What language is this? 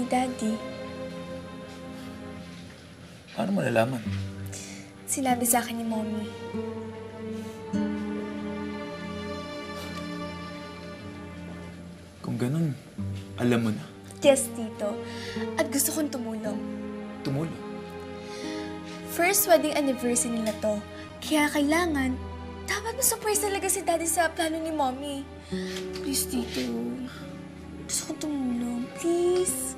Filipino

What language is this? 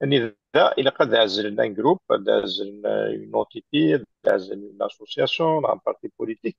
Kabyle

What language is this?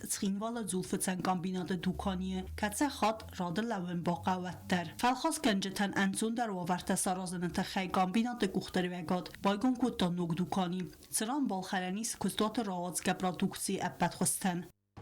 Ossetic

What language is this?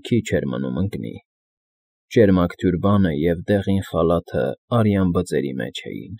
Armenian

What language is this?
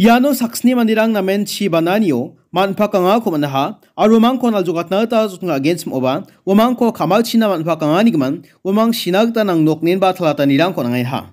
Garo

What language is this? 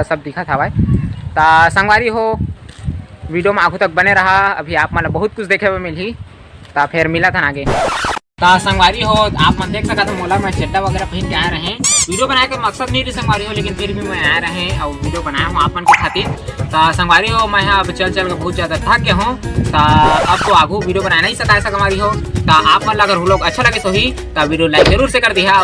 Chhattisgarhi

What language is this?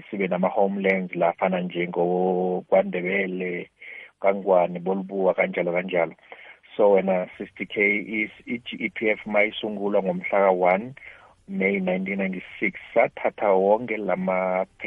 South Ndebele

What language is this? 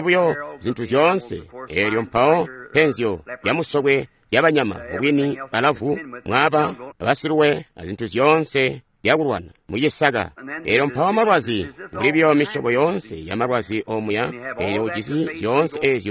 Tonga (Zambia)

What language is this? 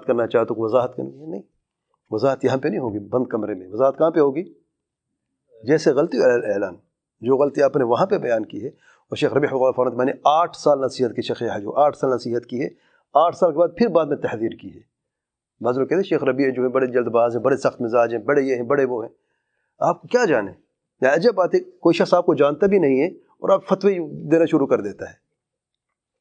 Urdu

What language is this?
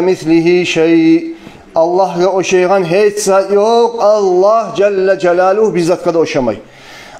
Kumyk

